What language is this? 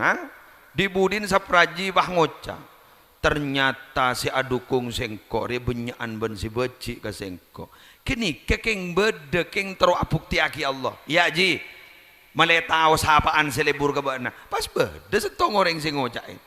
Madurese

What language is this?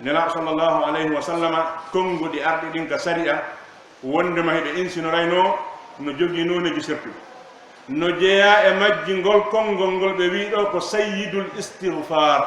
Fula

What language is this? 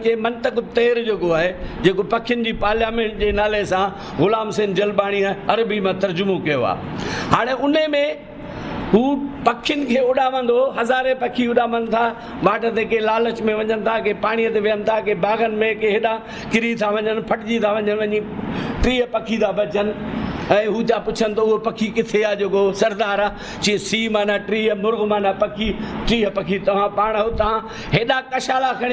Sindhi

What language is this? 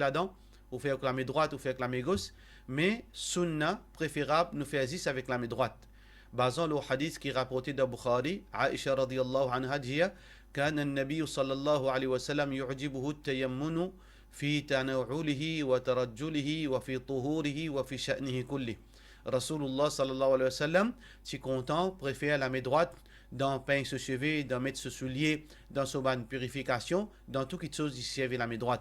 Morisyen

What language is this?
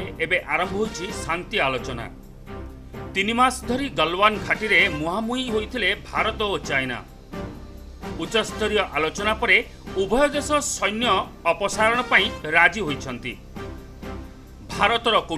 Odia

